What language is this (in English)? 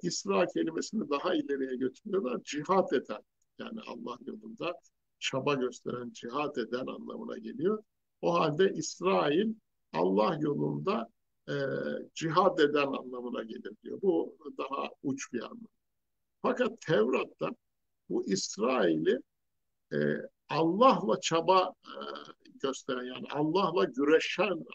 Turkish